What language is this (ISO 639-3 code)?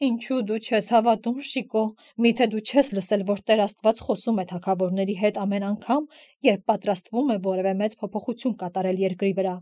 hye